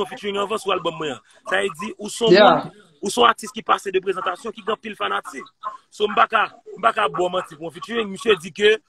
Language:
Haitian Creole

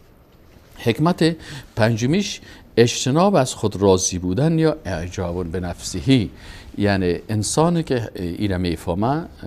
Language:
Persian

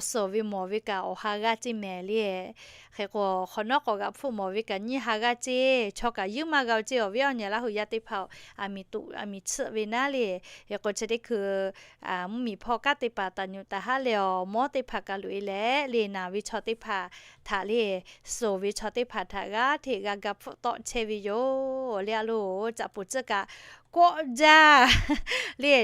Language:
Lahu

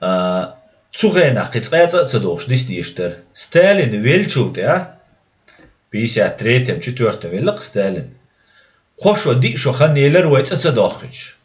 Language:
Chechen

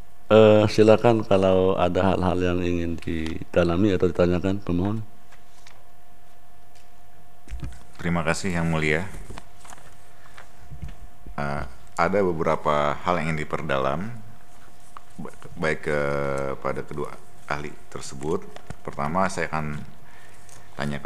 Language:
Indonesian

